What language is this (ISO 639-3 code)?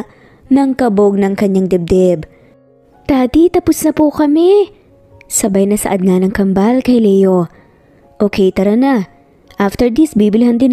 fil